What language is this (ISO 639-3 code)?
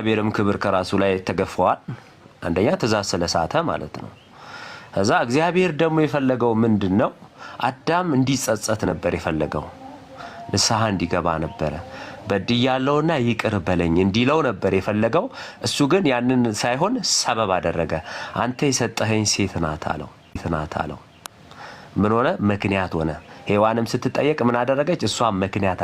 amh